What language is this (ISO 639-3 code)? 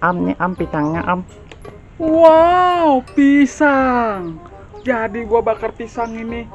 bew